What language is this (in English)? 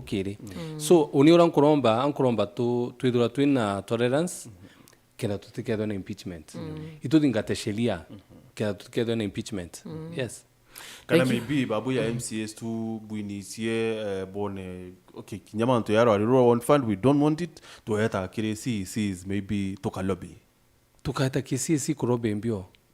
Meru